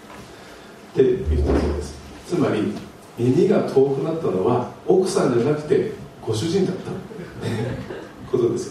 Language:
Japanese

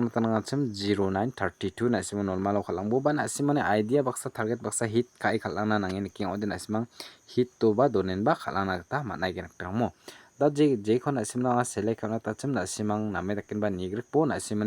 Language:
Garo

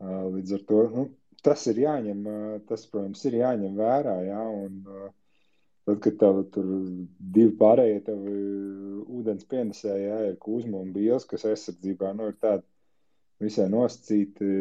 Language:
Latvian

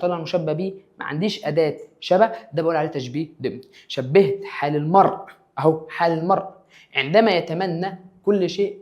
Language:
Egyptian Arabic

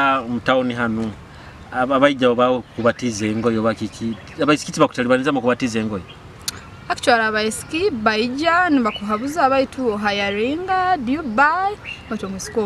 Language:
Nyoro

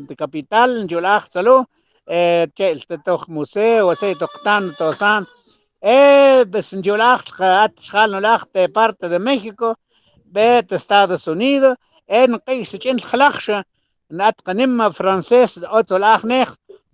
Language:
Mam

